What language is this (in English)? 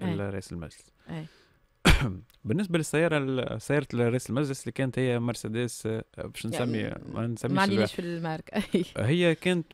Tunisian Arabic